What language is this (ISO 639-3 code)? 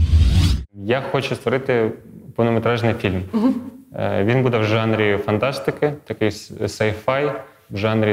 ukr